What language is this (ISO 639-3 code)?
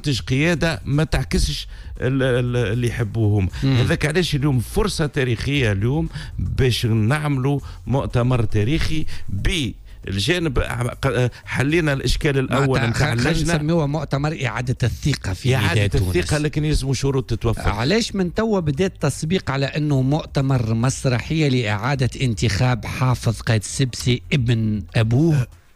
aeb